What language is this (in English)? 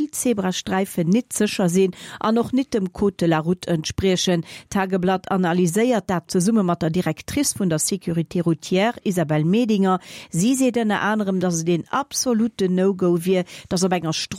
Luxembourgish